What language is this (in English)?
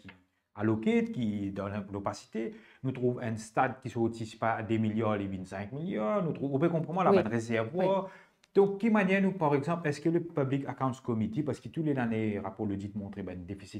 Morisyen